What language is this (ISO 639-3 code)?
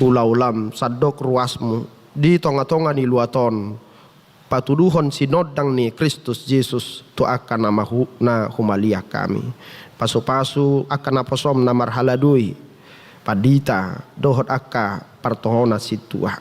bbc